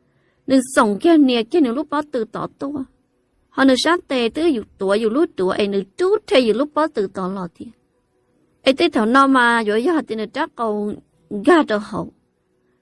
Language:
Hmong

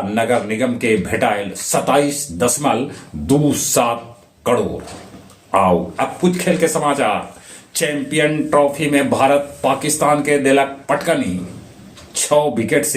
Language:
Magahi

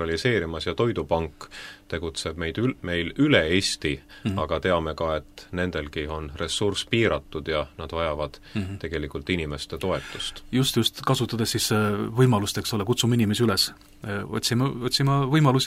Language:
Estonian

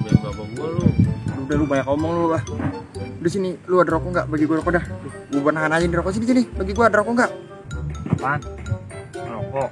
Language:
Betawi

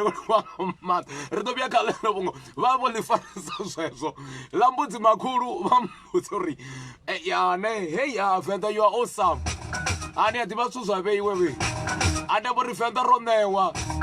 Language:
Venda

